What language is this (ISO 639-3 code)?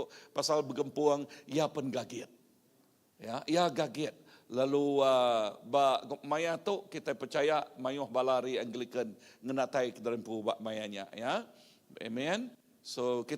iba